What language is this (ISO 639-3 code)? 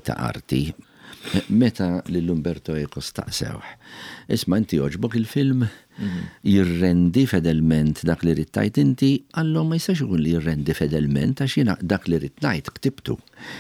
mlt